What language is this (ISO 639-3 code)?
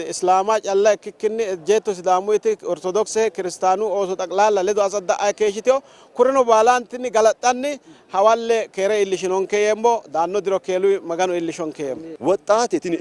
sid